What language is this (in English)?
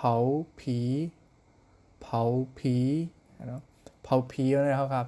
Shan